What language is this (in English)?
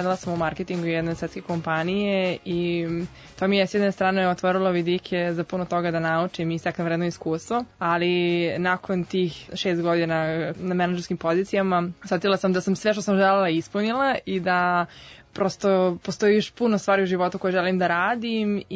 Serbian